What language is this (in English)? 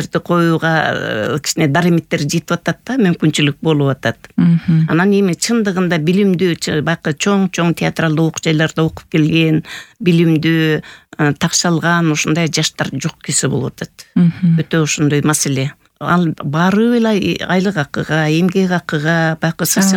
Kyrgyz